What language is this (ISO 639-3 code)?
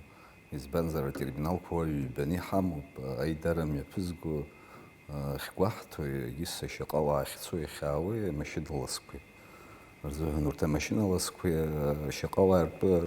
abk